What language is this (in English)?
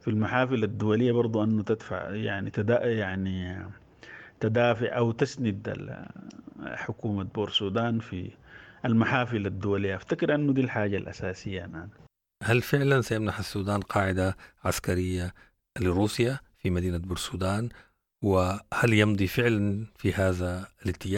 Sudanese Arabic